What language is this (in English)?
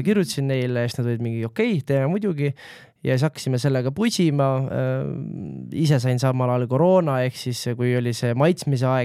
Estonian